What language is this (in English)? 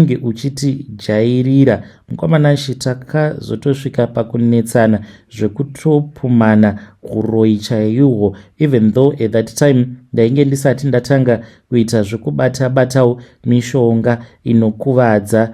Shona